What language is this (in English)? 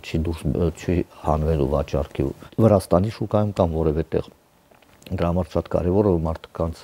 Armenian